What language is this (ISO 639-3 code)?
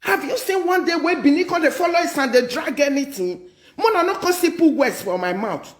pcm